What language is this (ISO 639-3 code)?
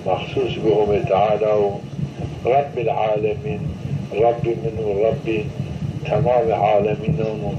zza